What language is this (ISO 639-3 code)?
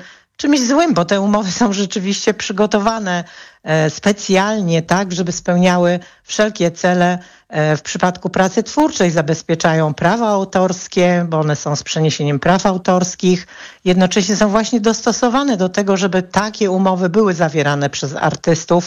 pol